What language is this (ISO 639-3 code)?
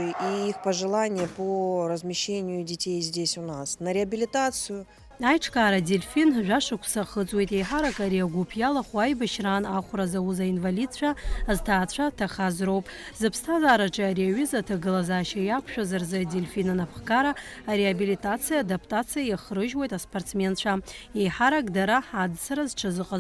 abk